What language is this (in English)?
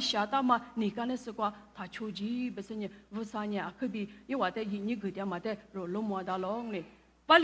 Lisu